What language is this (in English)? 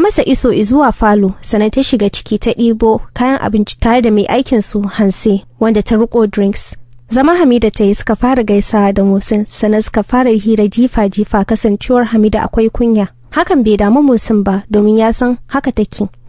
Hausa